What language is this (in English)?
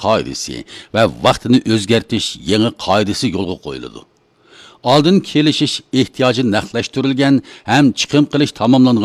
Uyghur